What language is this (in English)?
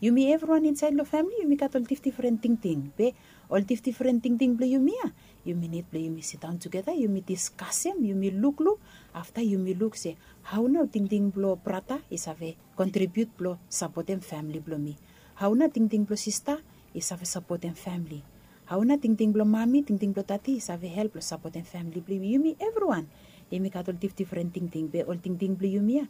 Bislama